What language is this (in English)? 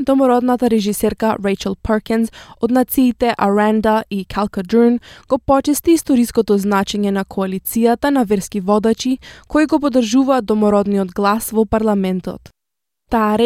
Macedonian